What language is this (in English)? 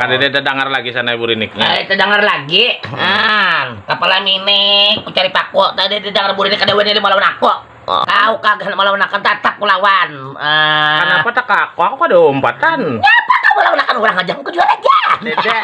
Banjar